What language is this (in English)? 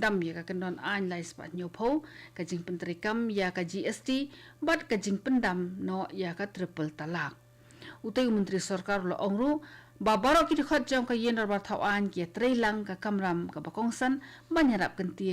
Khasi